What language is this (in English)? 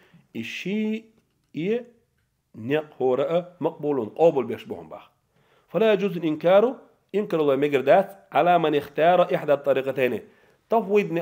Chechen